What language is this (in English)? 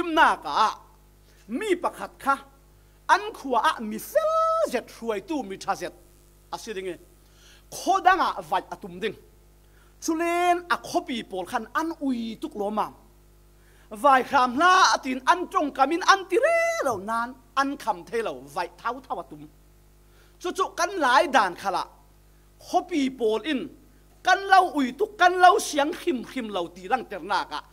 Falam Chin